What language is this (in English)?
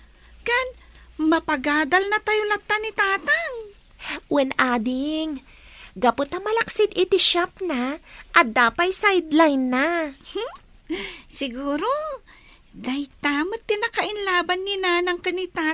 Iloko